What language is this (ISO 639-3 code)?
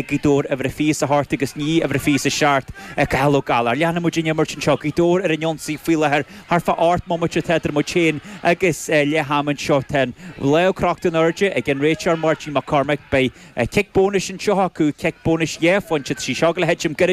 gle